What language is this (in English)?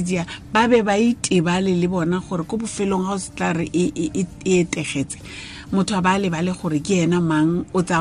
Tswana